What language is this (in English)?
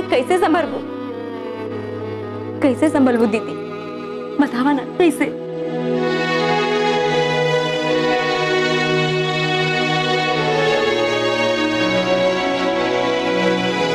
Bhojpuri